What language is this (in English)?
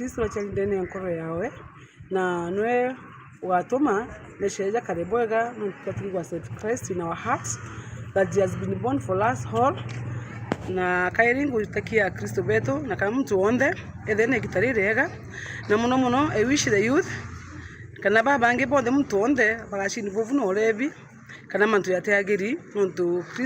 Meru